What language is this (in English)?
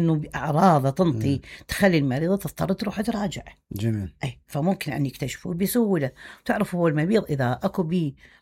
Mesopotamian Arabic